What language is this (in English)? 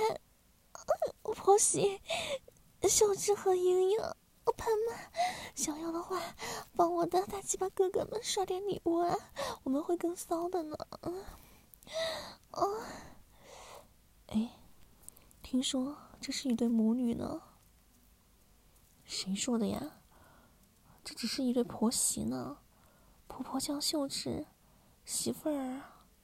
Chinese